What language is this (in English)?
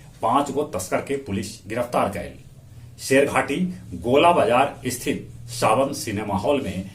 Magahi